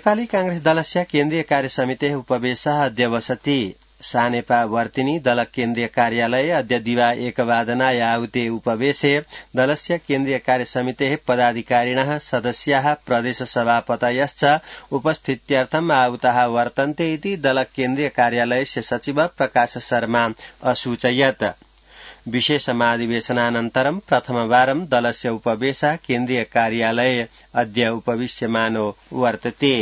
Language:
Sanskrit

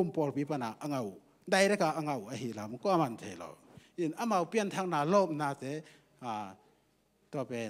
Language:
Tedim Chin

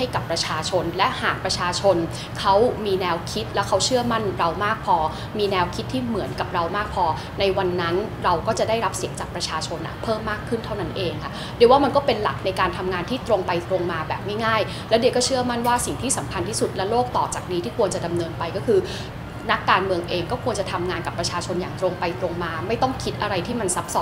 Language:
Thai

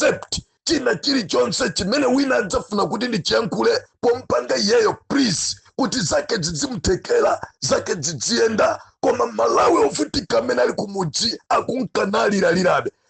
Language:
Nyanja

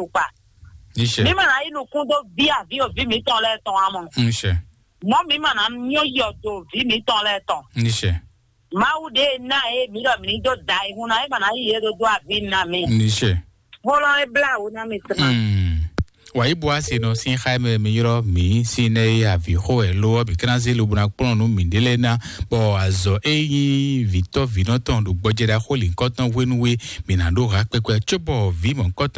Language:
Fon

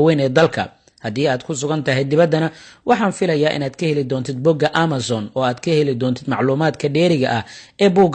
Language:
Somali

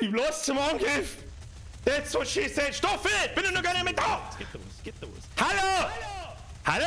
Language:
Bavarian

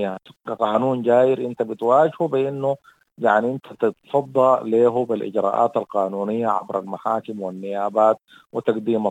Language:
Sudanese Arabic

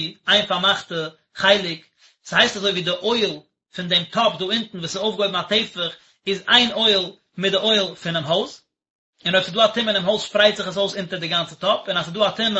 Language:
Yiddish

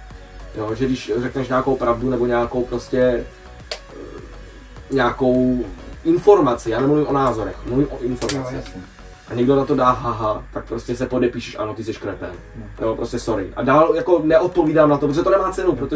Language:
Czech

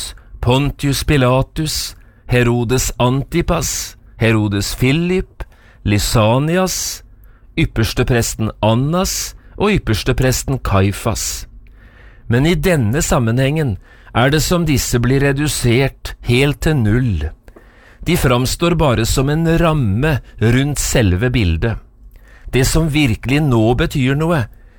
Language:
Norwegian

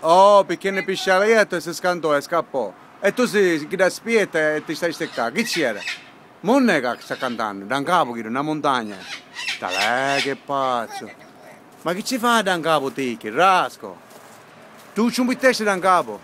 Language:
Sicilian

